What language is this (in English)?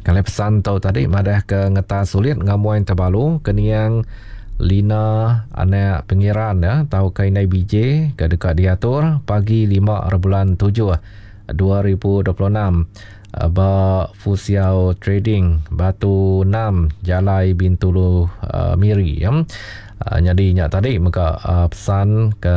Iban